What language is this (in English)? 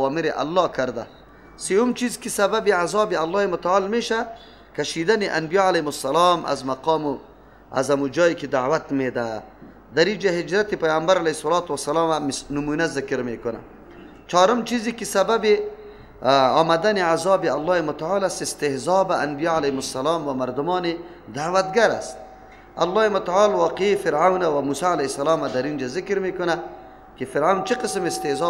Persian